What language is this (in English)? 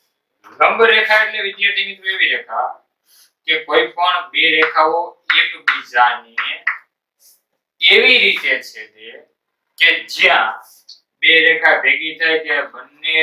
Gujarati